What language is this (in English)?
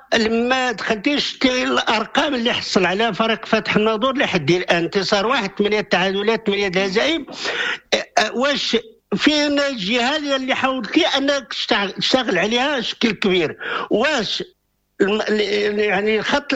Moroccan Arabic